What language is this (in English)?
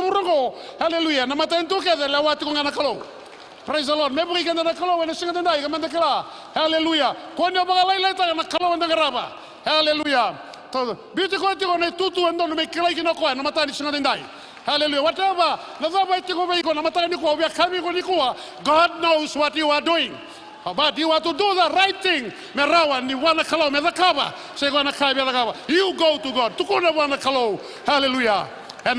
Fijian